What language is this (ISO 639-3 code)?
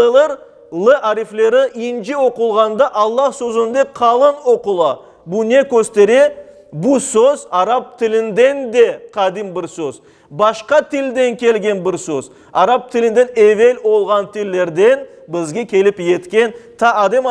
crh